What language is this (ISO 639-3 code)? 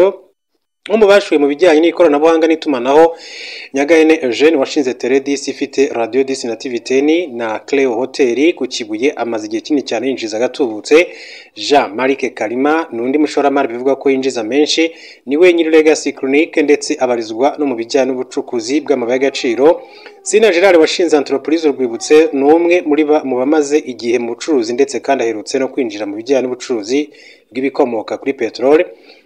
kin